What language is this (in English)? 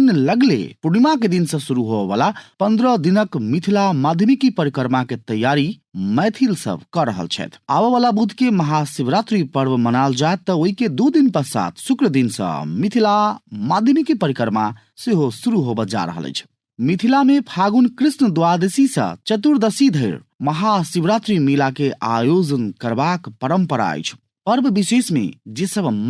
Maithili